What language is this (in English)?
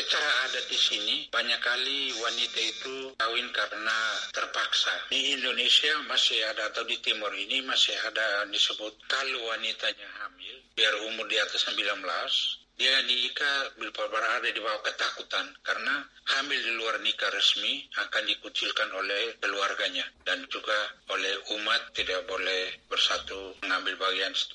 Indonesian